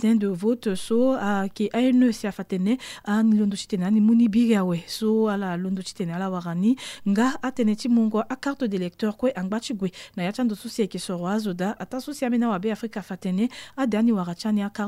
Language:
Sango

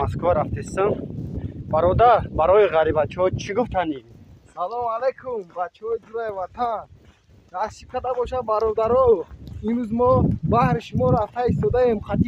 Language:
Tajik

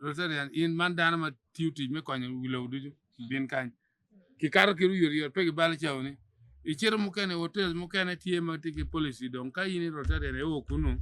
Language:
Acoli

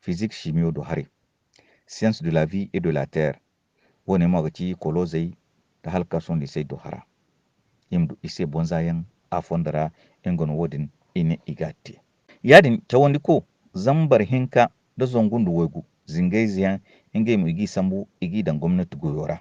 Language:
Hausa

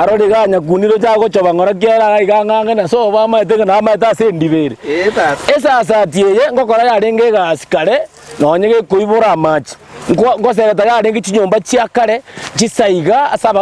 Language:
Gusii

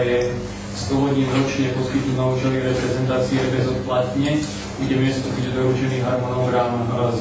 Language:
Slovak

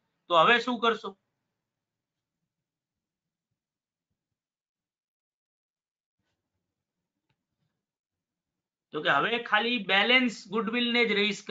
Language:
Gujarati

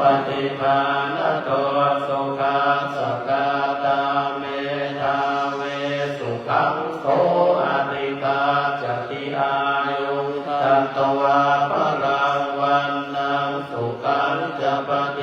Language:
Pali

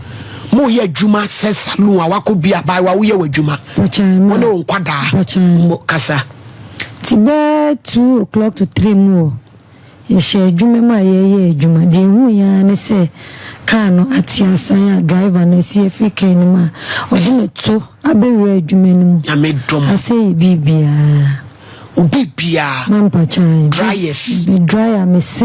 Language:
Akan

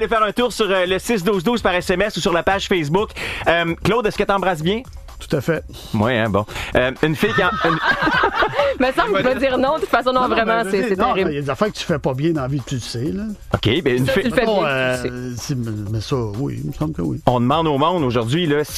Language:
French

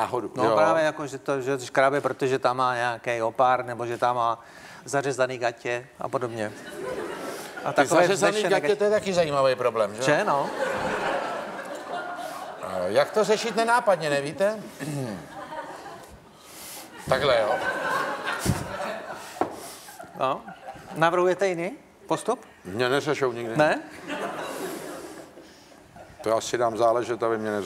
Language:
Czech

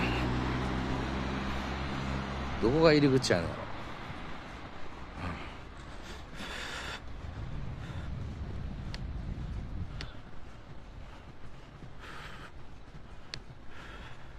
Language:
Japanese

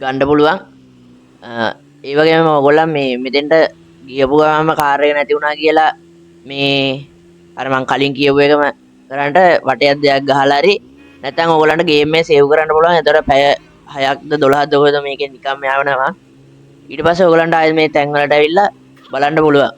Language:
Sinhala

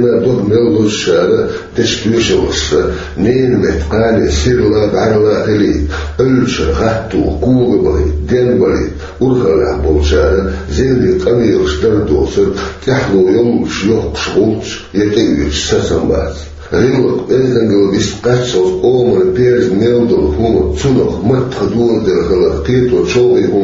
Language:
Chechen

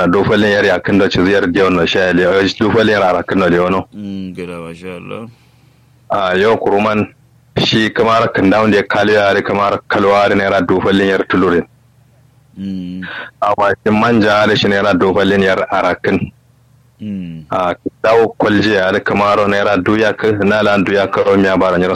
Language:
Kanuri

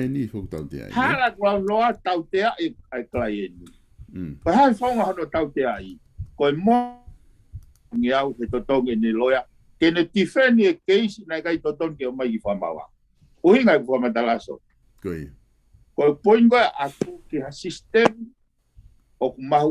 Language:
Tongan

